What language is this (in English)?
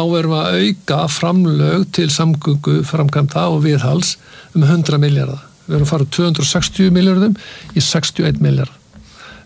Icelandic